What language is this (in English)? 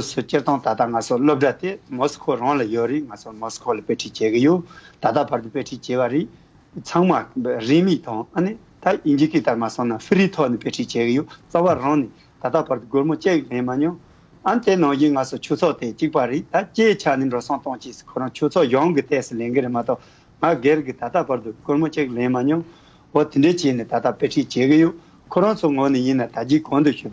Tibetan